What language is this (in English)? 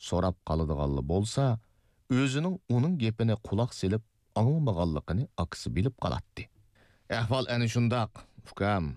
Uyghur